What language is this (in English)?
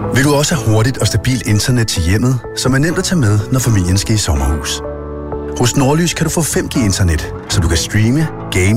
Danish